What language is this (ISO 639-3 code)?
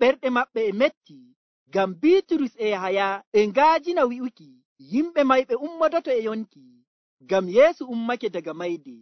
fuv